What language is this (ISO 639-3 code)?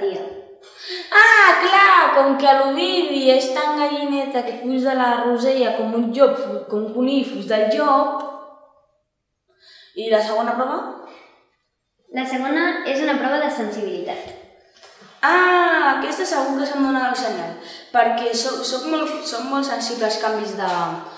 cat